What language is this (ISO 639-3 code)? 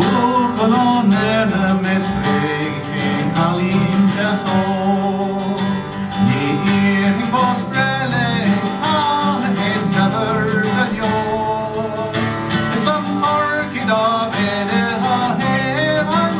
gle